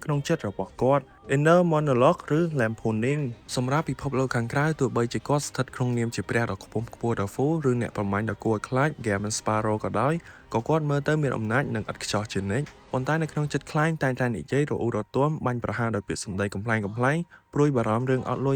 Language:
Khmer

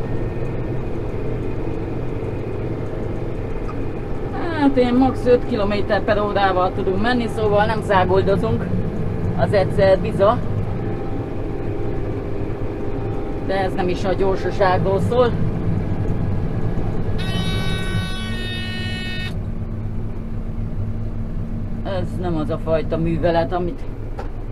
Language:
Hungarian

